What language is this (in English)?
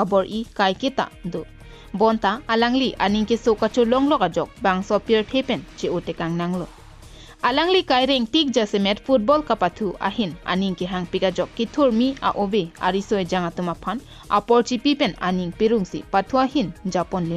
Karbi